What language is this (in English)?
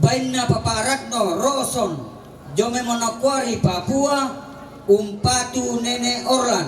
Toraja-Sa'dan